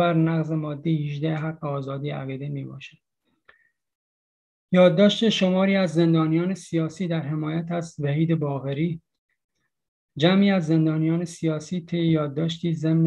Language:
Persian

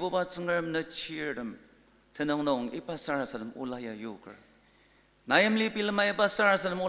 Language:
Ao Naga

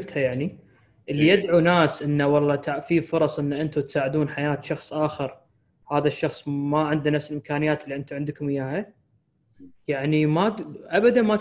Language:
Gulf Arabic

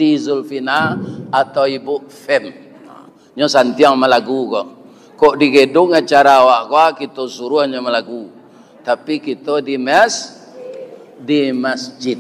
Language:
Minangkabau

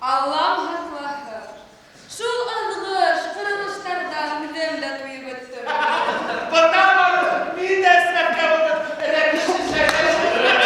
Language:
Bashkir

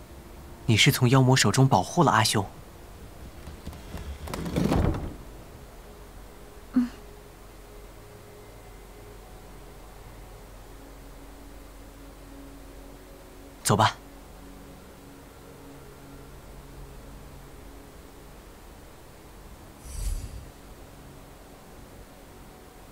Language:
Chinese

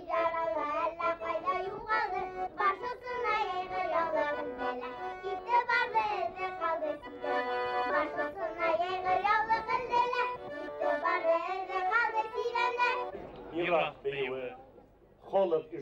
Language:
Bashkir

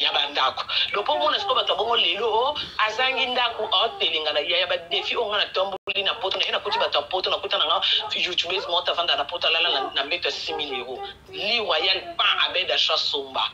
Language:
Lingala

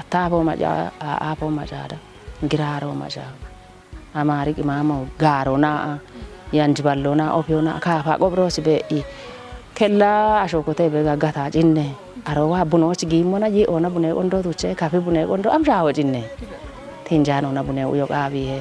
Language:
Kafa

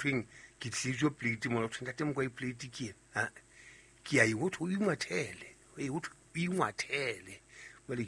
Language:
Southern Sotho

